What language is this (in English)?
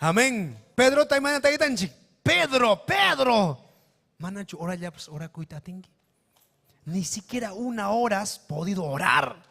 Ayacucho Quechua